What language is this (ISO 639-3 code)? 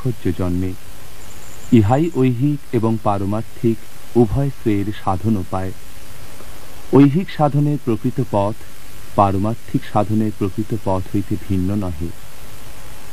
ben